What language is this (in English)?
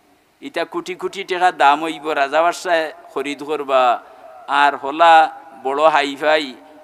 Sylheti